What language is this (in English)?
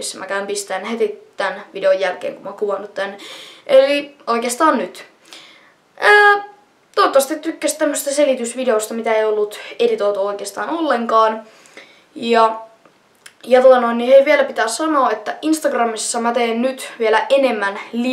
Finnish